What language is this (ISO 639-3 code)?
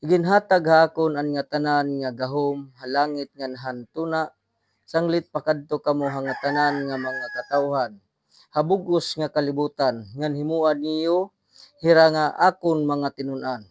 war